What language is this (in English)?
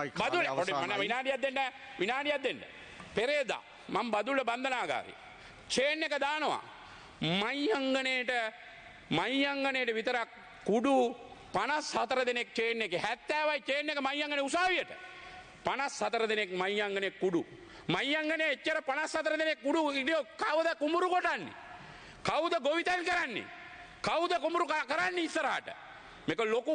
Sinhala